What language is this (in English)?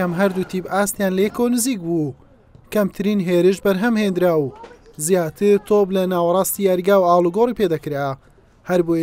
Central Kurdish